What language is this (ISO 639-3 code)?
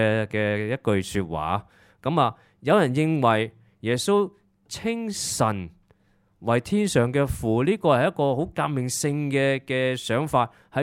yue